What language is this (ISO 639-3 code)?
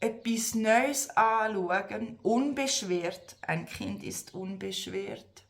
gsw